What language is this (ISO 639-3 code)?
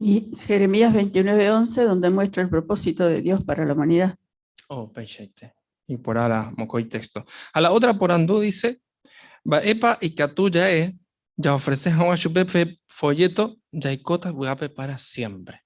grn